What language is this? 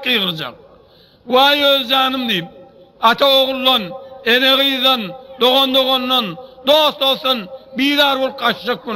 Turkmen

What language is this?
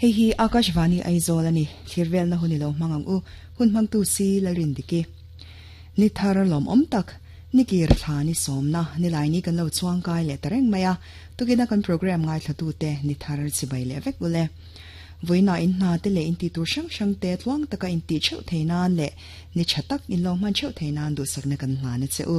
Mizo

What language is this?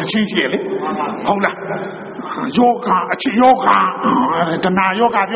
Burmese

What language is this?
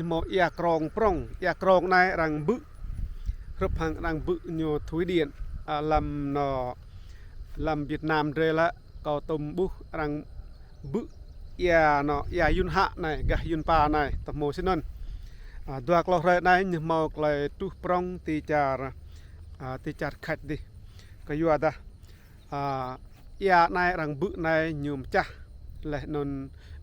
Rade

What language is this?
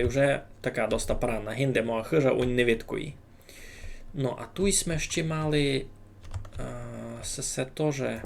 Rusyn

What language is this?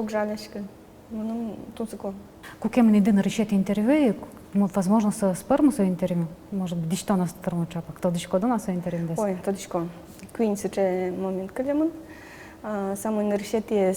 Udmurt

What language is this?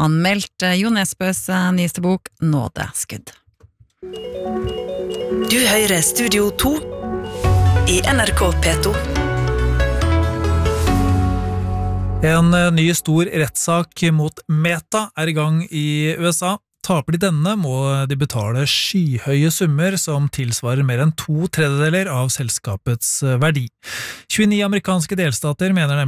Norwegian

